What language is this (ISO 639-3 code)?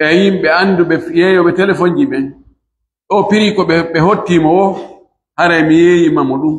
fuf